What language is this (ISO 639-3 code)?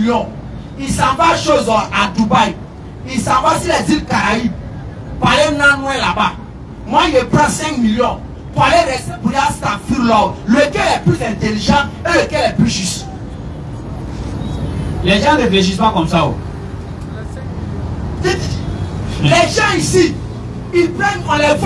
fra